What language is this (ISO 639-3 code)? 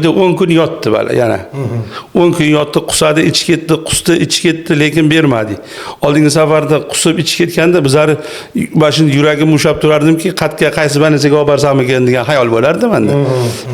uzb